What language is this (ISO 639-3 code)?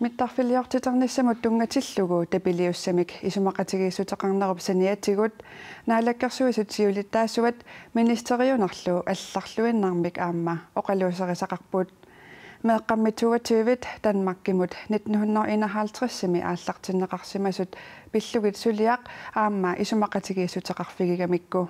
kal